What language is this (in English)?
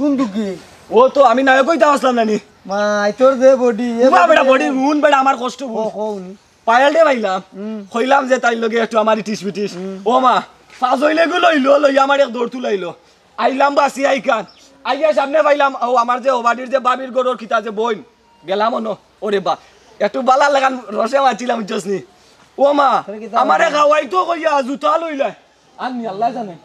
Sylheti